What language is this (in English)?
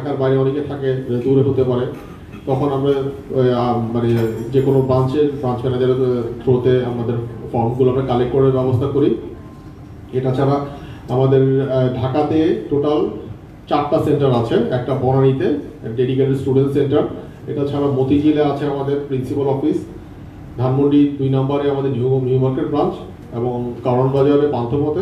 Bangla